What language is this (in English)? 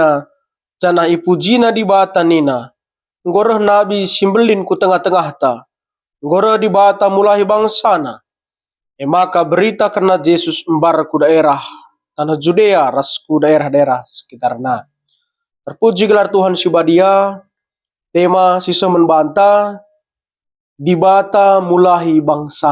Batak Karo